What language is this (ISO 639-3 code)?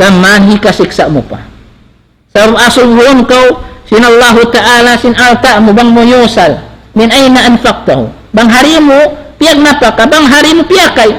tsg